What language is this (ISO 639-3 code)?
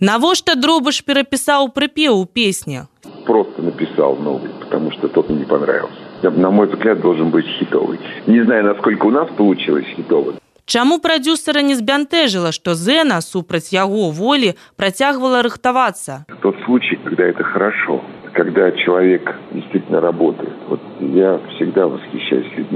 bel